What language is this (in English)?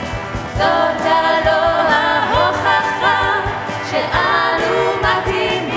Hebrew